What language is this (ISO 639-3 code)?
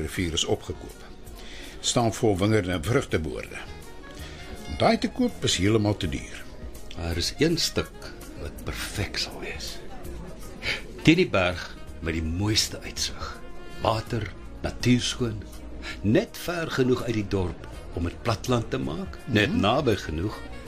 afr